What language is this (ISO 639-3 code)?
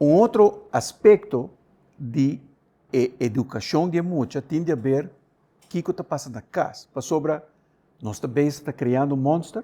pap